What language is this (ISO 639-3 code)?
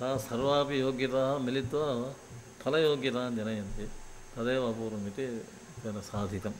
san